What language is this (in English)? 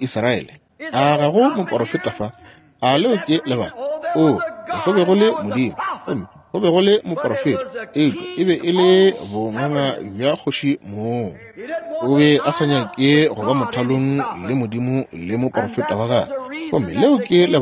Northern Sotho